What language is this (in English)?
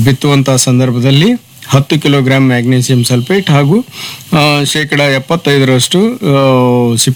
Kannada